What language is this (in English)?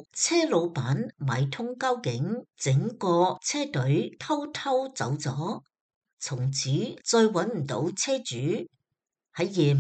Cantonese